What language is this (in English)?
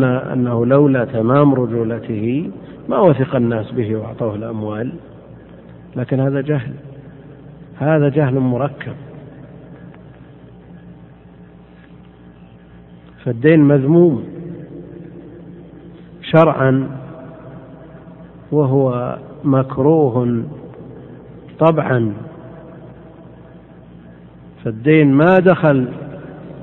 Arabic